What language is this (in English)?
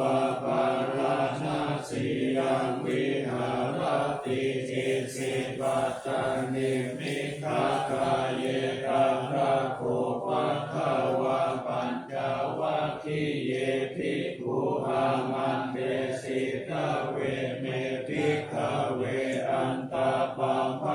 Pali